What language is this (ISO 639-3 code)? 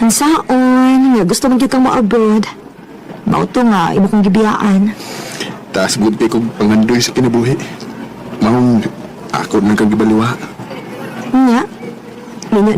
ceb